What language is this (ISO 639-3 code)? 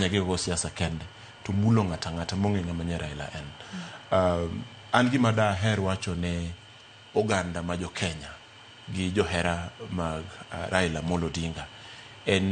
luo